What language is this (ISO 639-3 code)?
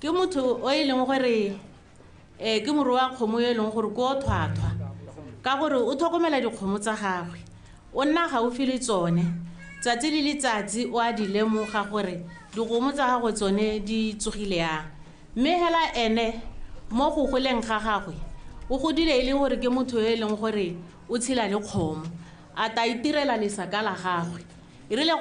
tsn